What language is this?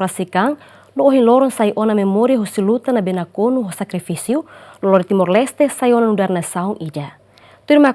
Tetum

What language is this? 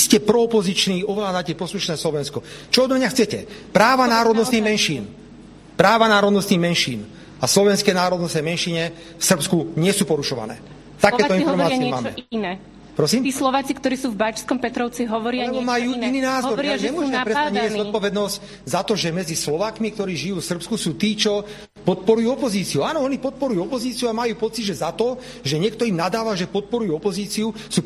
Slovak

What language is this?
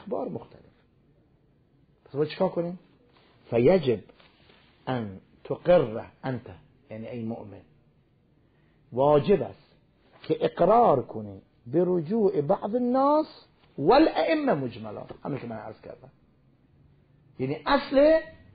Persian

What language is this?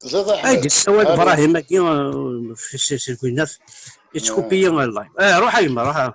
Kabyle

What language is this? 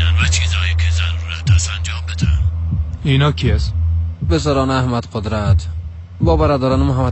Persian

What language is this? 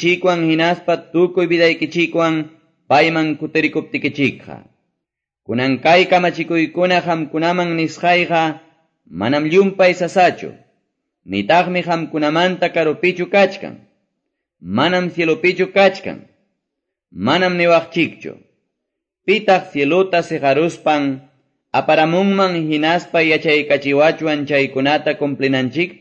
Quechua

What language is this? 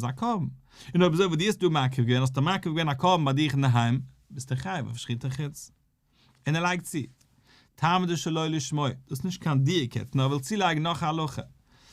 Yiddish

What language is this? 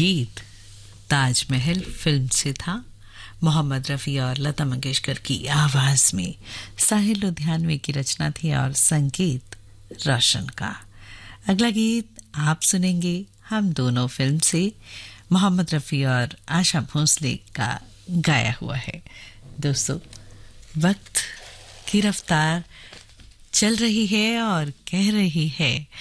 Hindi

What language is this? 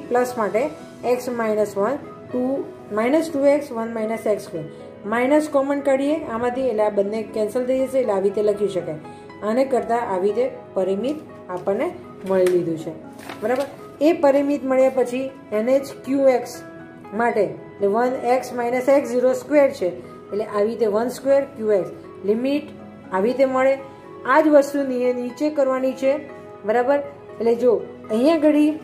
Gujarati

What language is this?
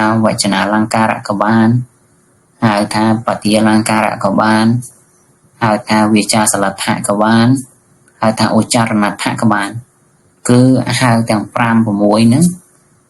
Khmer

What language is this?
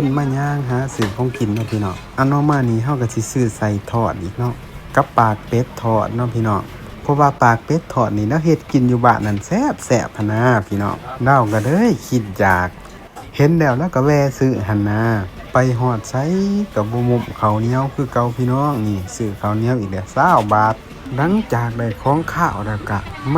Lao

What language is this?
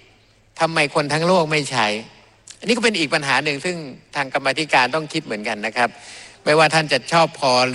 Thai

